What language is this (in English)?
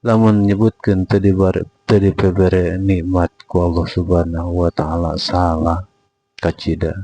Sundanese